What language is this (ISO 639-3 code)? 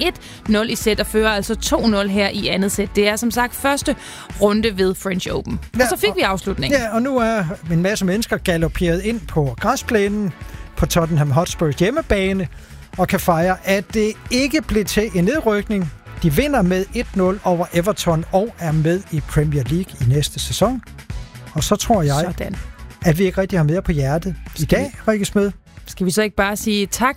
dan